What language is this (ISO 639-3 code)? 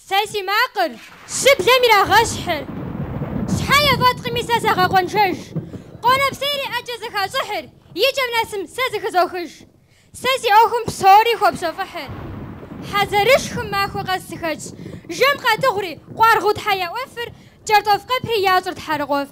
kbd